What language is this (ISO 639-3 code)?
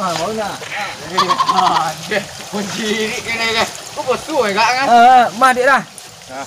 min